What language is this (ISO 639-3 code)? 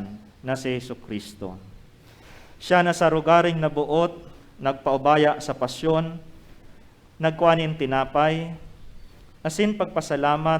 bik